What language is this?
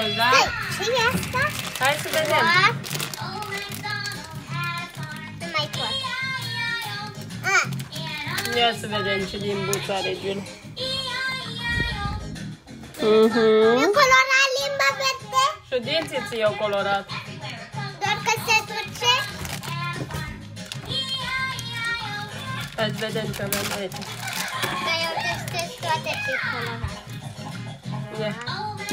Romanian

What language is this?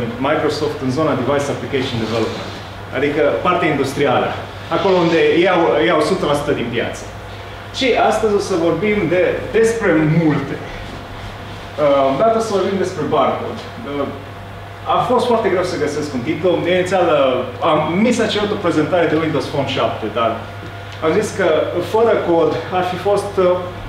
Romanian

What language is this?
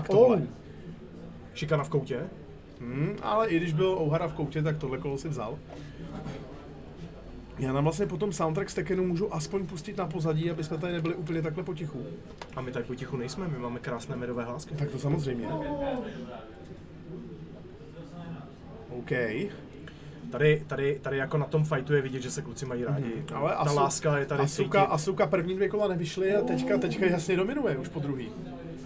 Czech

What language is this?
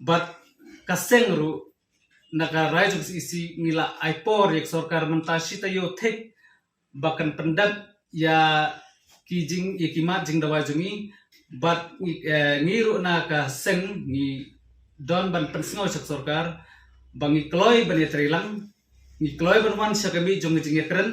Khasi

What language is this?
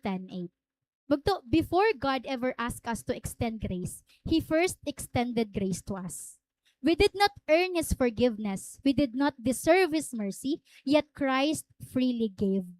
Waray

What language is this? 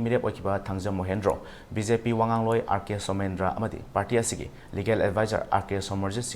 Manipuri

